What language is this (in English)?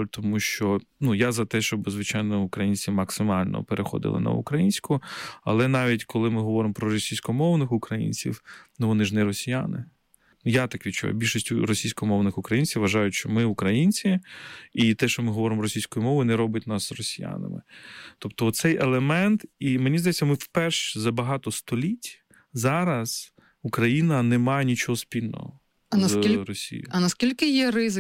Ukrainian